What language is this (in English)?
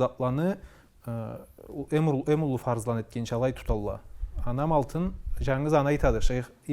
Karachay-Balkar